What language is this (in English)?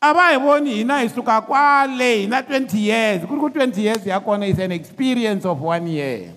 Tsonga